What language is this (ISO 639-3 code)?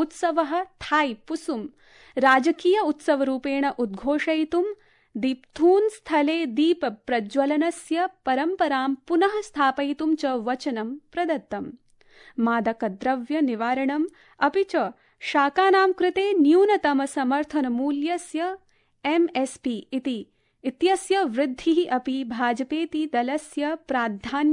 san